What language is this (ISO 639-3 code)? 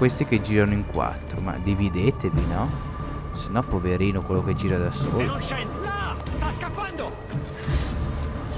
ita